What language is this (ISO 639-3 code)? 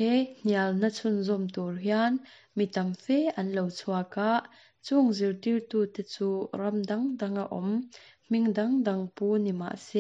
lus